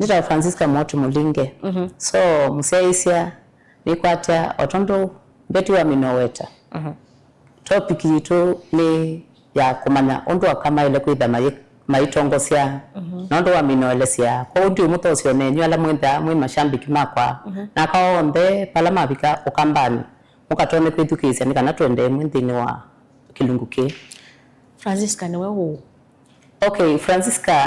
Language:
Kamba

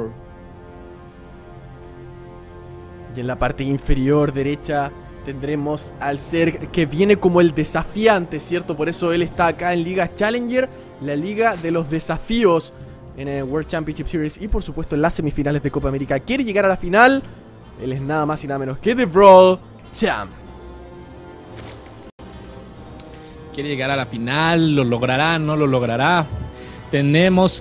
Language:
Spanish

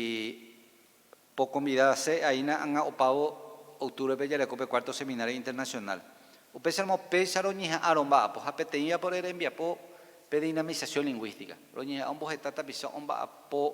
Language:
Guarani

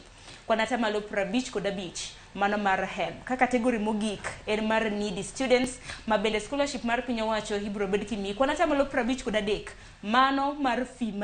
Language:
Luo (Kenya and Tanzania)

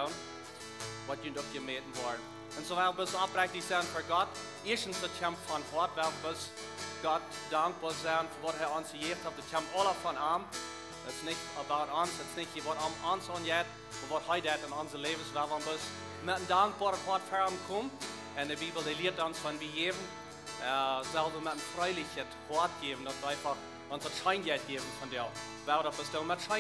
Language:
Plautdietsch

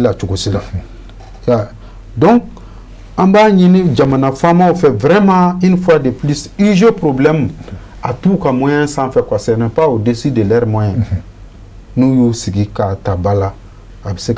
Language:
Bambara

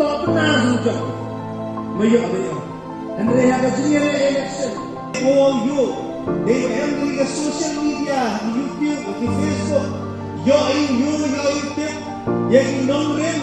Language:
Khasi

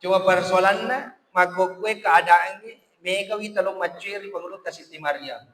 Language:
Buginese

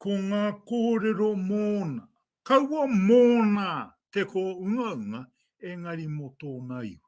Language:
Māori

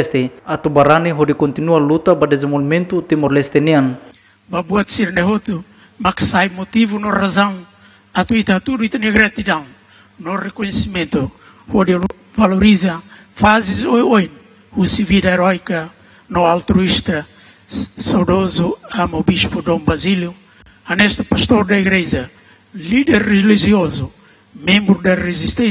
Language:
Tetum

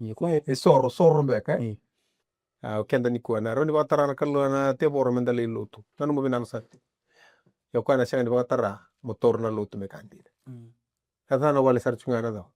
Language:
Fijian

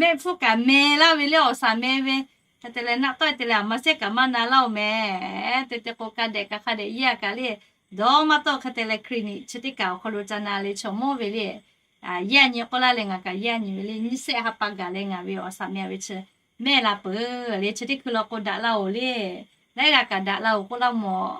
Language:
Lahu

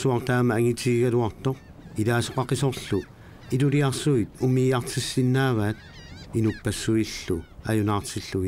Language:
Kalaallisut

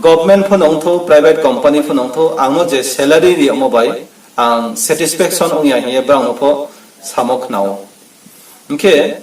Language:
Riang (India)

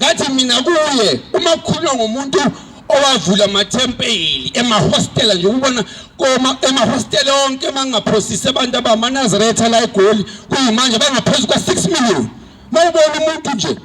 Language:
Zulu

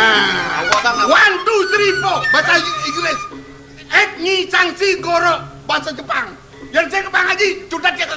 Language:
Balinese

